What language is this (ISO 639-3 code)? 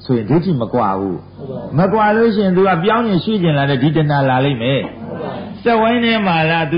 mya